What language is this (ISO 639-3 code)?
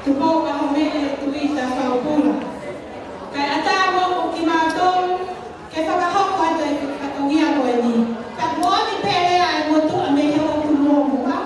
ton